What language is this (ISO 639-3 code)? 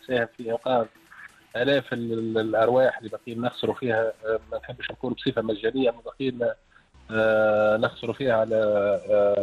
aeb